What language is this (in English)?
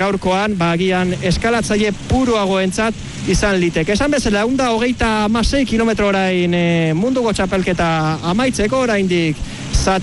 Basque